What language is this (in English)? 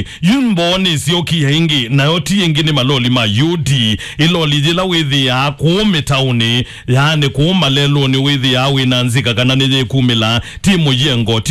Kamba